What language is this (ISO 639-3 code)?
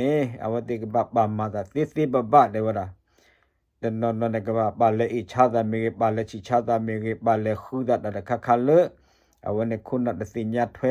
ksw